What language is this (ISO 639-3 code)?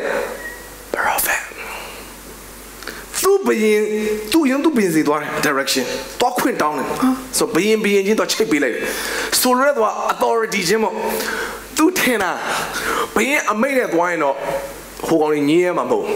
mya